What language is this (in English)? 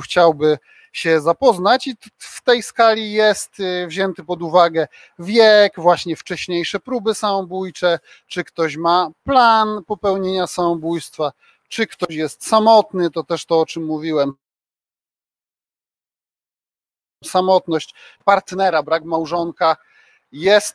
Polish